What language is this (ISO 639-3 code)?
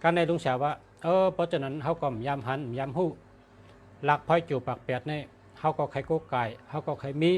shn